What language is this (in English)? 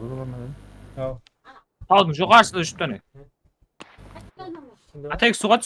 Kara-Kalpak